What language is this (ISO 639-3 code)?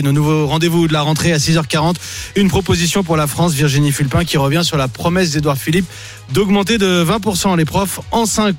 fra